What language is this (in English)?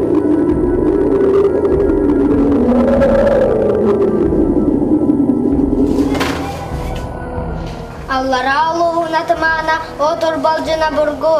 Yakut